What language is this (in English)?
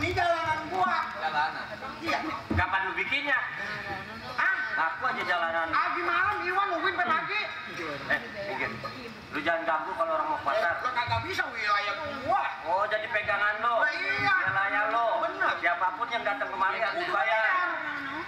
Betawi